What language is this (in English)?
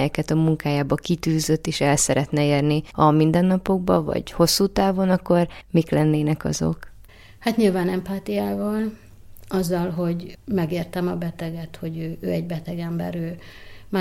Hungarian